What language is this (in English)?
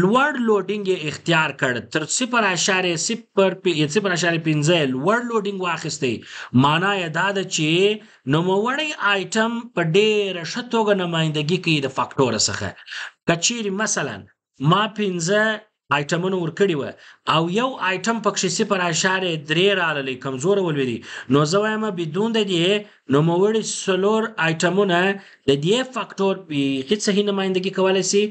Pashto